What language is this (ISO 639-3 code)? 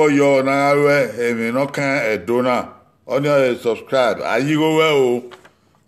bin